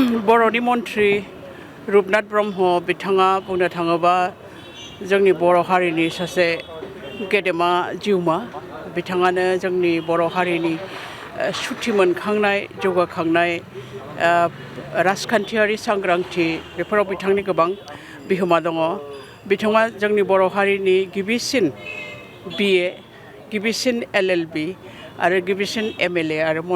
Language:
Bodo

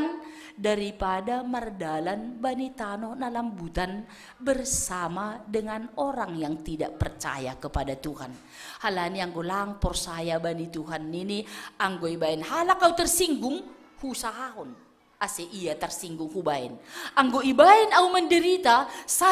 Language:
Batak Simalungun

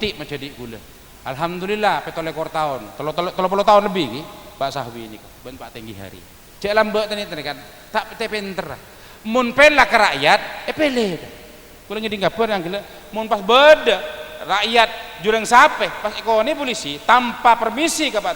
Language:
Madurese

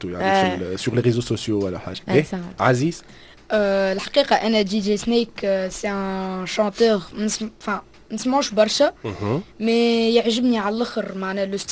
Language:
Tunisian Arabic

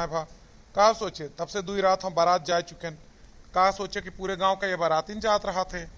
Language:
Awadhi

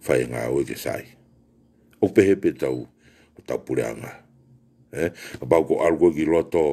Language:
Tongan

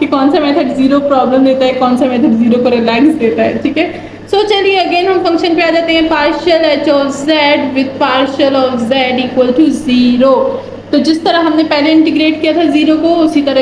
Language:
Hindi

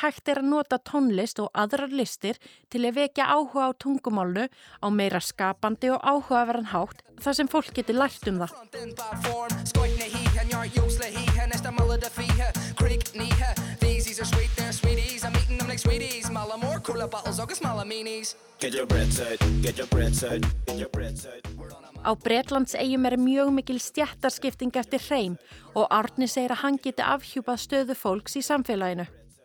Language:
Icelandic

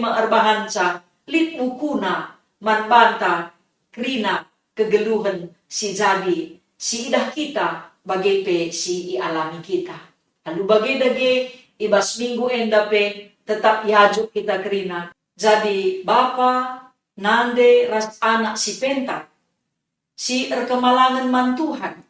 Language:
Batak Karo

